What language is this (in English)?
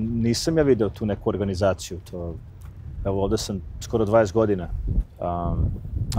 Serbian